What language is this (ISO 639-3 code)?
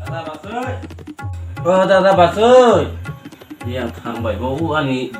trp